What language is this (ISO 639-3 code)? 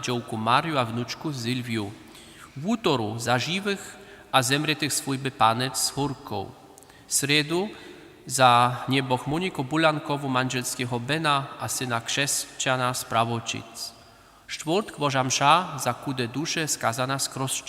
hsb